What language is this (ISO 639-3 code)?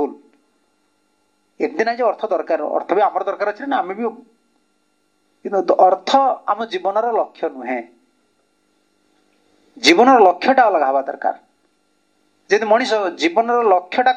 ori